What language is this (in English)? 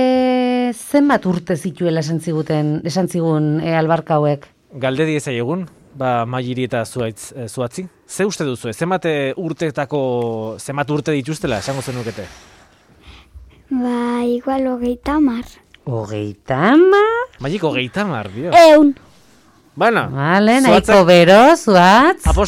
Basque